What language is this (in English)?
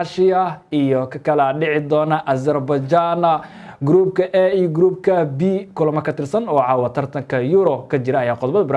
Somali